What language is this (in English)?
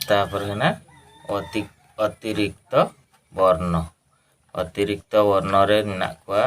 Santali